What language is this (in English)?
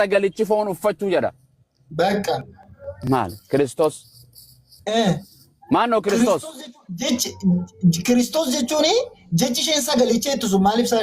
Oromo